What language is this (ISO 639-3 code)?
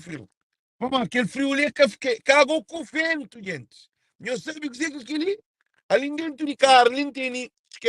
kea